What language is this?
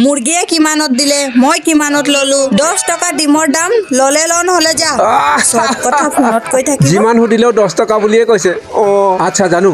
Assamese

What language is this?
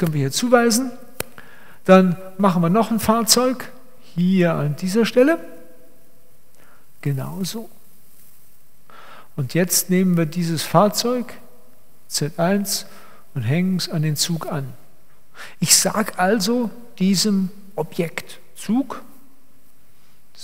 German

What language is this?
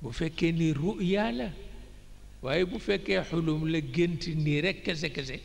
Wolof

